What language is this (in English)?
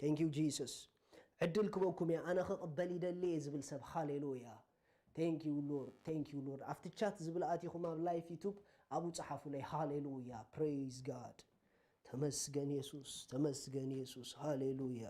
Tigrinya